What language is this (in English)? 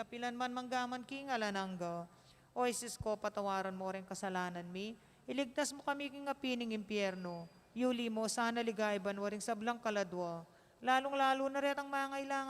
Pampanga